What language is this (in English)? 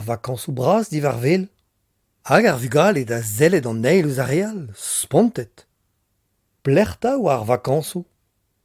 Breton